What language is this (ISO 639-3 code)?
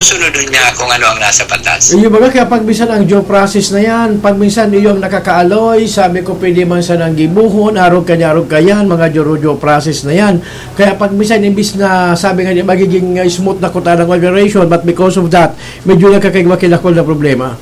bik